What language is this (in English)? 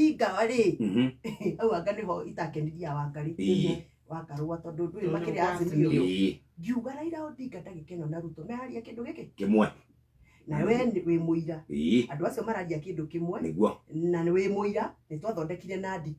Kikuyu